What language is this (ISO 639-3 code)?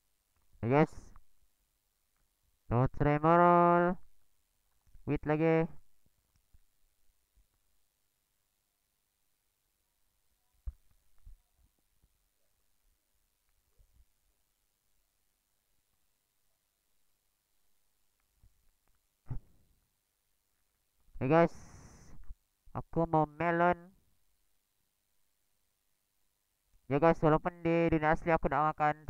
msa